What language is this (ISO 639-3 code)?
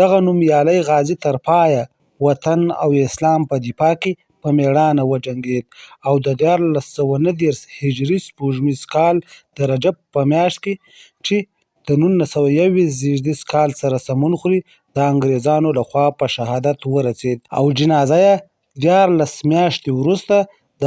pus